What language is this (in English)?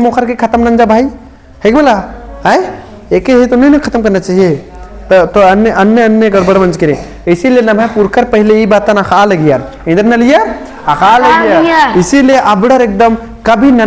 Kurukh